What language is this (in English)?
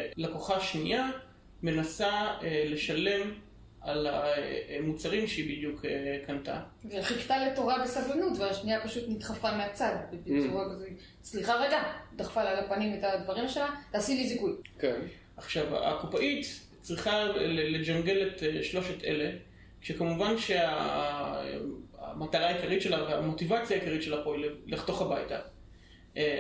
Hebrew